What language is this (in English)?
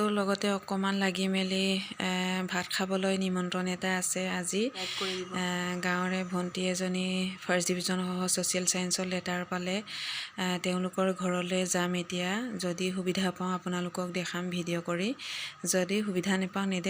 Assamese